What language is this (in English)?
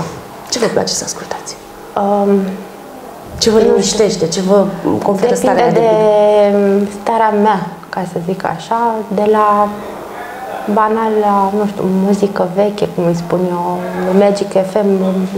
Romanian